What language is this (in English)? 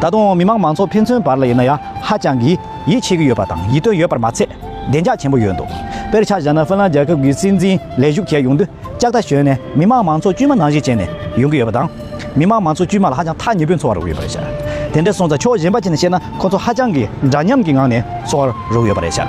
Tibetan